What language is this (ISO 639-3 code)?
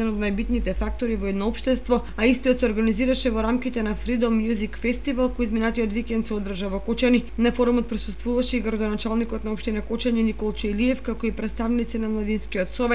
mkd